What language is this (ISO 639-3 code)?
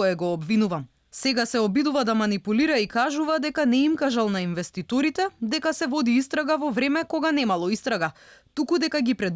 mkd